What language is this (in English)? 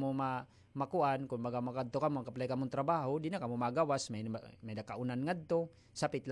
Waray